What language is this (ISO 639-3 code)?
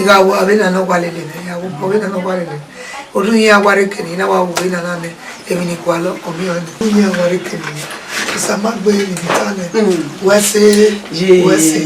bin